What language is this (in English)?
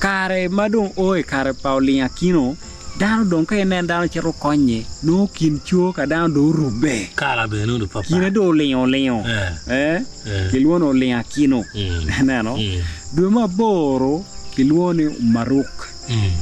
Acoli